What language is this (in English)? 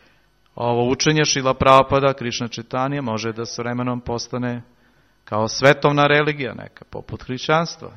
Serbian